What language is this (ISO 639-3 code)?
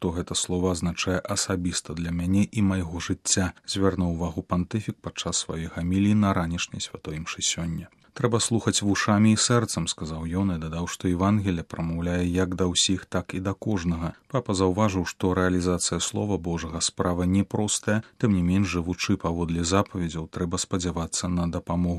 bel